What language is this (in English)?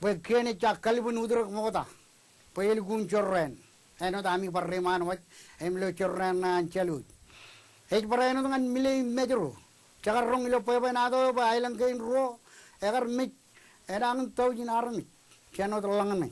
Marshallese